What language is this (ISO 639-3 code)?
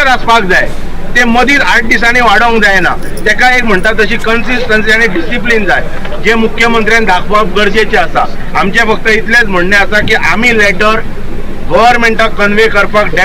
kok